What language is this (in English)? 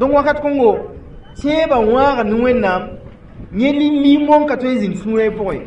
Mossi